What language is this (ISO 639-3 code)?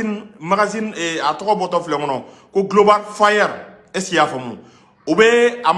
bam